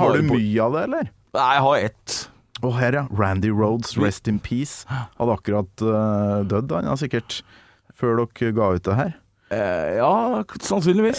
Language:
Norwegian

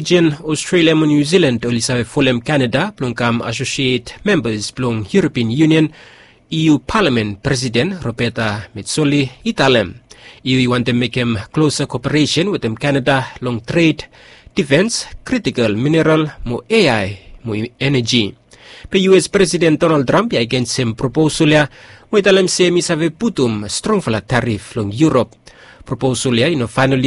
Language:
Bislama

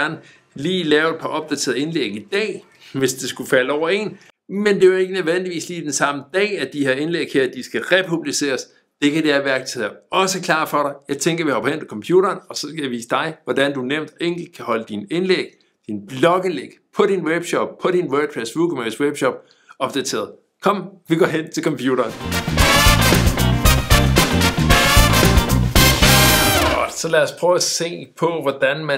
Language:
Danish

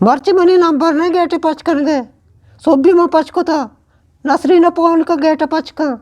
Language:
Eastern Balochi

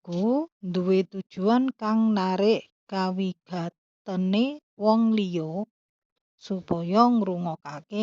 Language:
Javanese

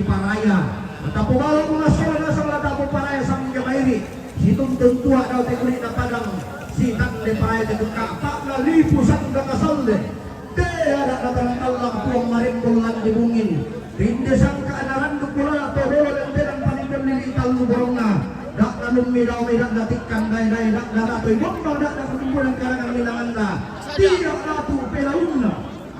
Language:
Toraja-Sa'dan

